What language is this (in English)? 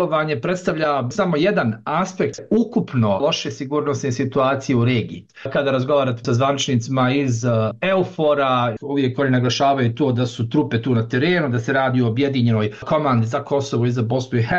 Bosnian